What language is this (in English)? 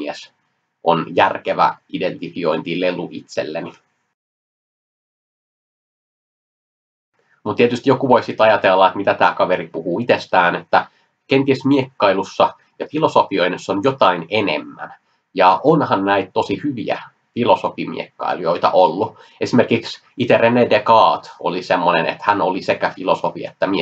Finnish